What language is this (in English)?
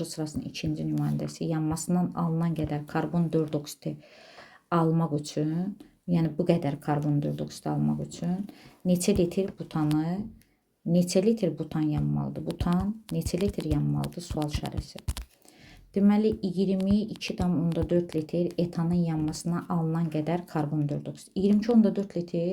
Azerbaijani